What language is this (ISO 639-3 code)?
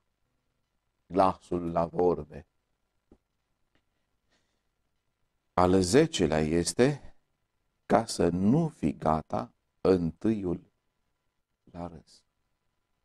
ron